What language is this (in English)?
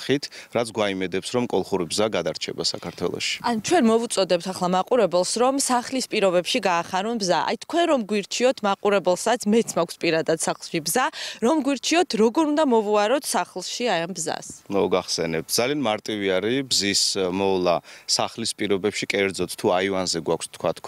Georgian